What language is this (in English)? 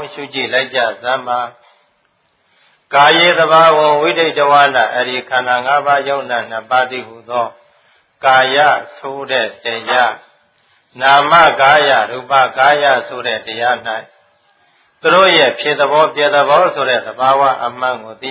Burmese